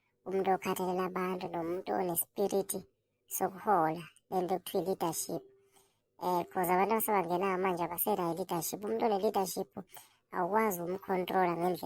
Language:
Zulu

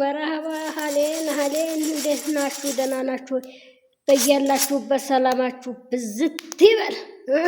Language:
Amharic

